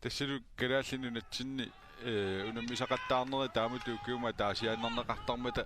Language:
Kalaallisut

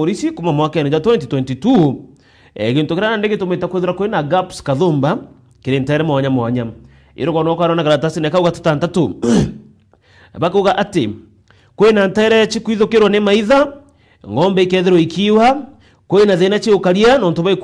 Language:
Meru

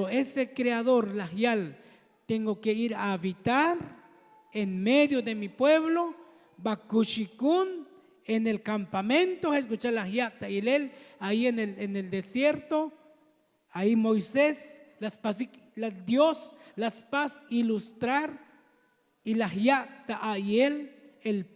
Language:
Tzotzil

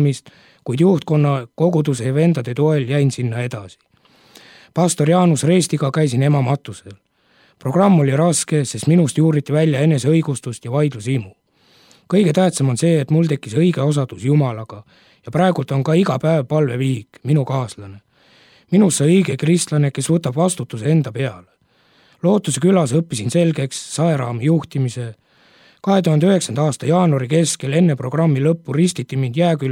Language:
Estonian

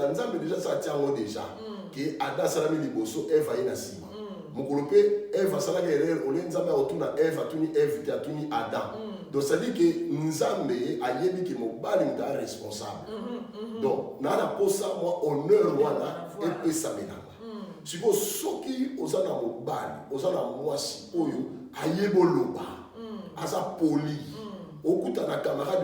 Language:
Lingala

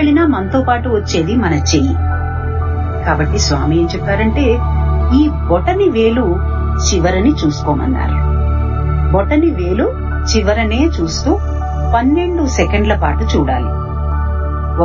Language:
Telugu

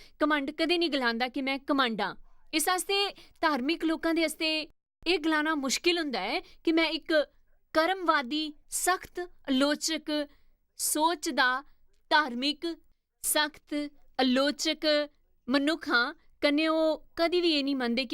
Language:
Dogri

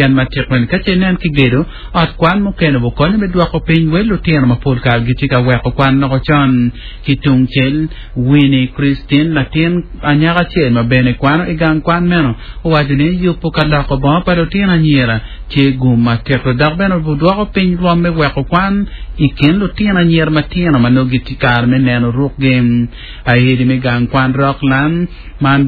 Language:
Acoli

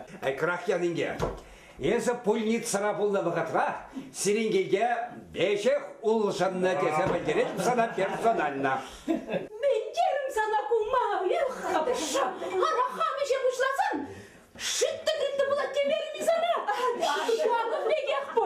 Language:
Chuvash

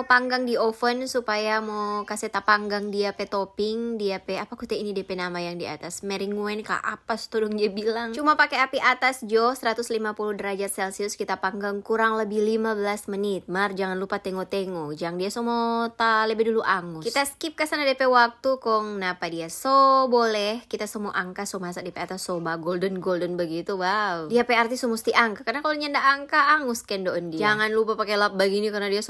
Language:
Manado Malay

